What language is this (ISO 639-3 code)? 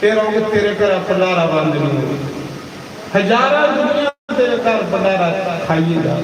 doi